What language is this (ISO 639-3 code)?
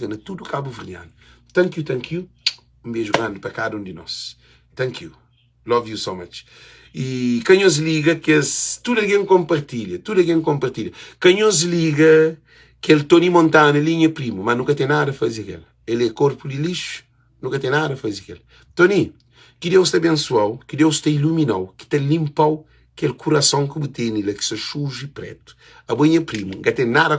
kea